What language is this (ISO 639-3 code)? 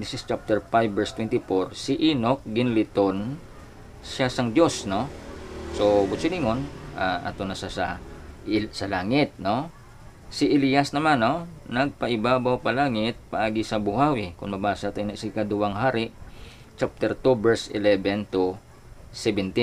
hil